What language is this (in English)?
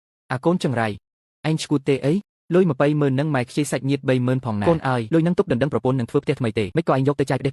Khmer